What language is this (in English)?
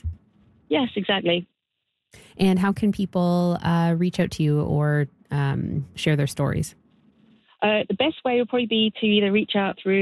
English